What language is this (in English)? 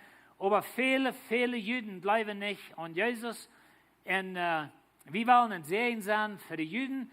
Plautdietsch